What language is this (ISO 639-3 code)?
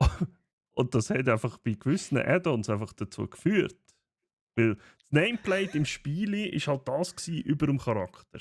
gsw